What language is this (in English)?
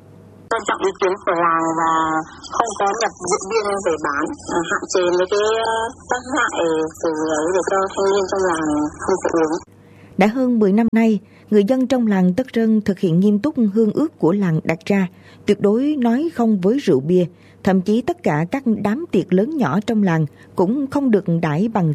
Vietnamese